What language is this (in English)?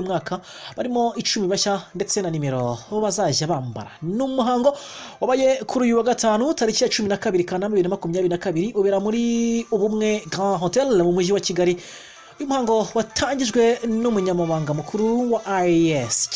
Kinyarwanda